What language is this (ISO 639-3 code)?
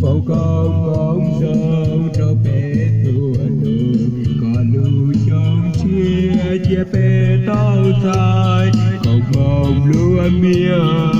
hmn